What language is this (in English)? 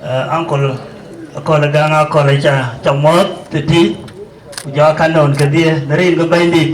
Dinka